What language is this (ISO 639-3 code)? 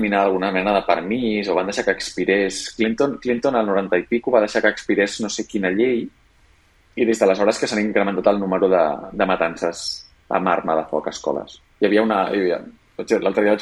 cat